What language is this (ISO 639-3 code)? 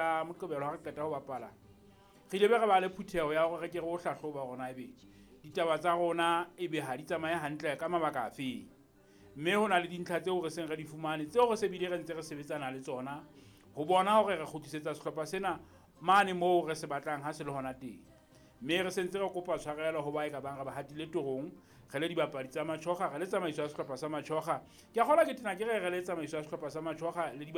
sot